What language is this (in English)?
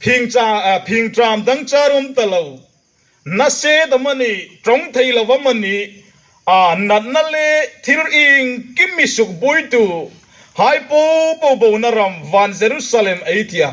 Hmar